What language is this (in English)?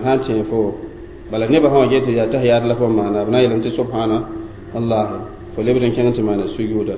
Mossi